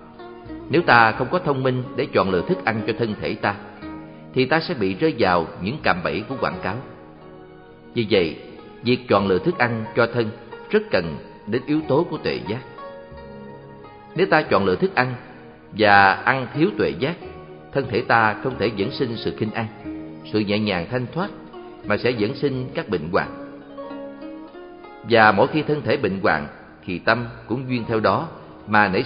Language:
Vietnamese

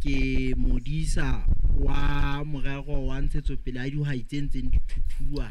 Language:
Southern Sotho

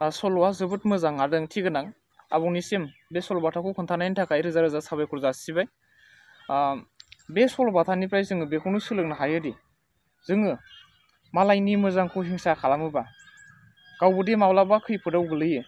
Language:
Bodo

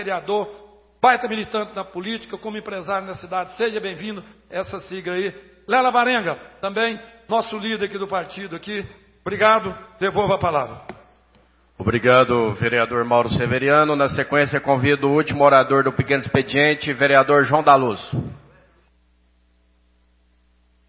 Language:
Portuguese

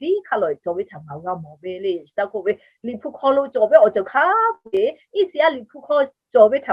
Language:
Lahu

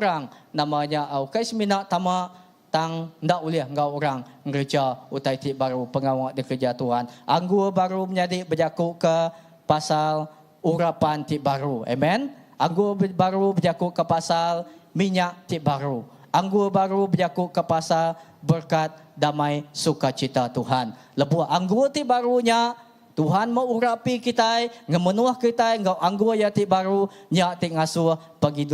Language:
Iban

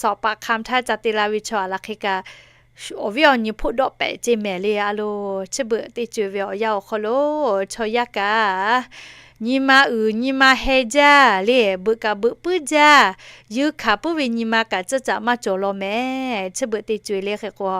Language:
Lahu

